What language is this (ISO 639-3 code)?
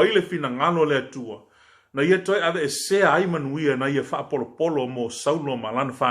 smo